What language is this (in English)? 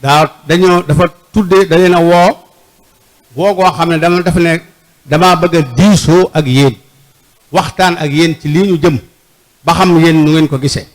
Wolof